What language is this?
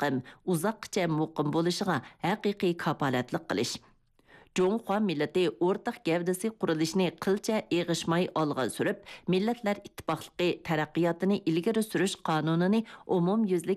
Uyghur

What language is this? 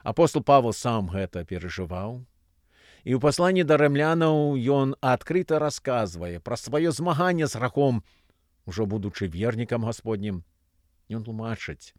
Belarusian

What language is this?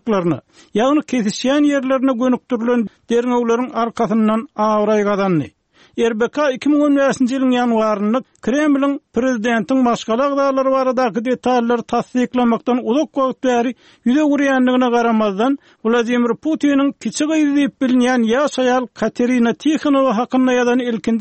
Turkmen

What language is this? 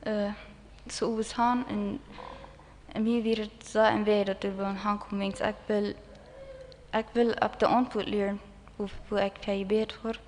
Plautdietsch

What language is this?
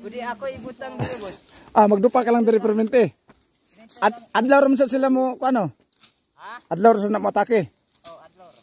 Cebuano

